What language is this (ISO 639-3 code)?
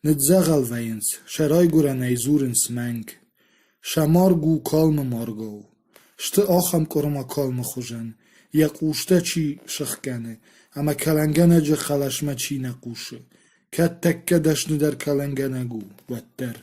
oss